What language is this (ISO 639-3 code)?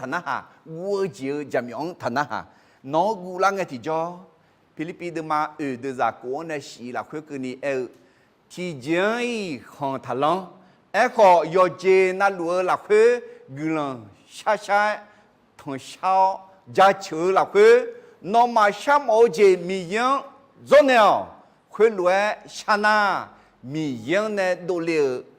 ahk